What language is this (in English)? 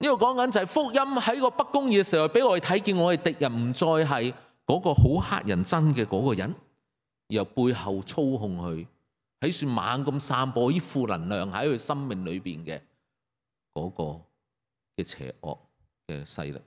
Cantonese